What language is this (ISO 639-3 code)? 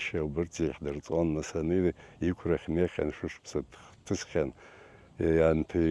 abk